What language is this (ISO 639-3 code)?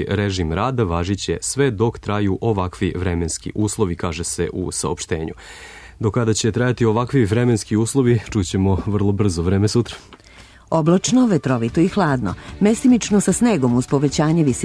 srp